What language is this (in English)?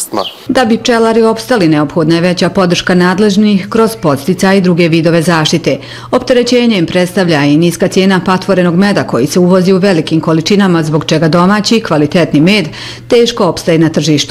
Bosnian